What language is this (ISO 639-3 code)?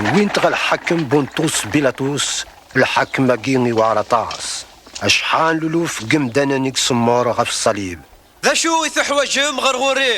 kab